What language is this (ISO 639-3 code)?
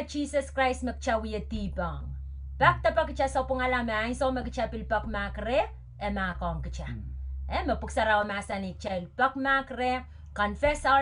pon